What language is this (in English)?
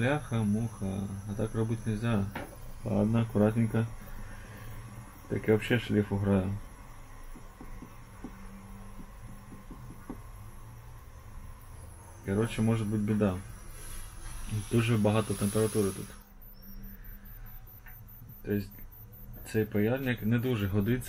Ukrainian